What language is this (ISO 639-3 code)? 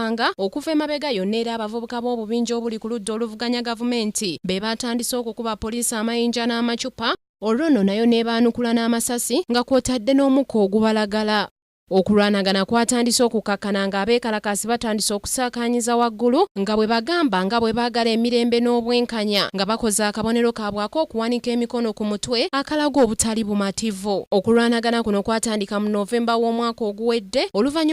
lug